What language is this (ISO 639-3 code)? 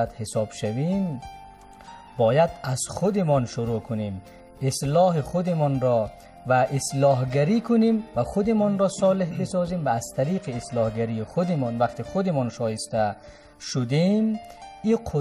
fas